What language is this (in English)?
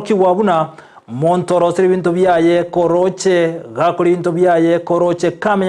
Gusii